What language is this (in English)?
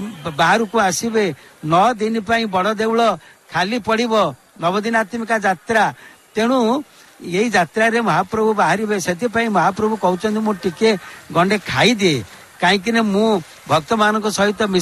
Odia